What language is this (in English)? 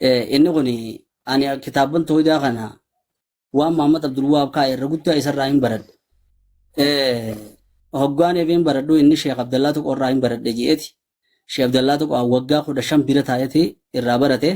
Oromo